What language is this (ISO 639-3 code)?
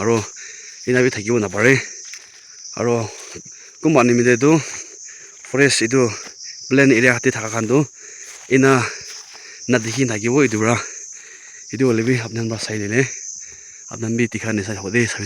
nag